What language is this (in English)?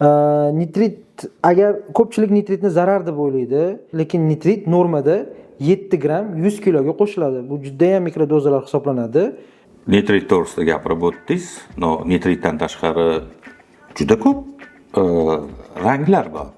Uzbek